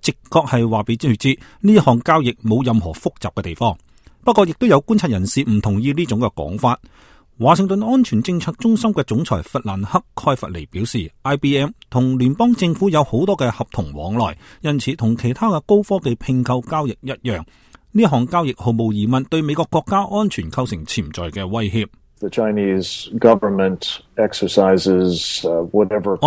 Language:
Cantonese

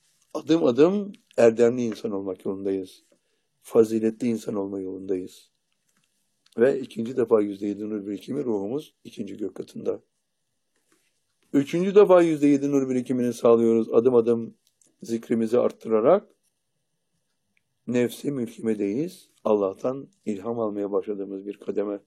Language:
Turkish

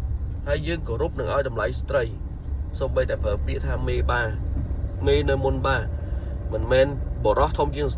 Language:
Khmer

